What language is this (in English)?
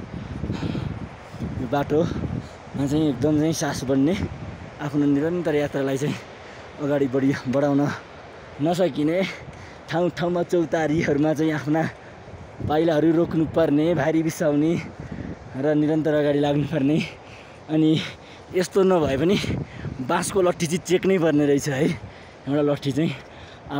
Nepali